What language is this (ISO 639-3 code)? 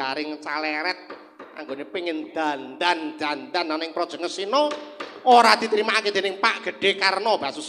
jav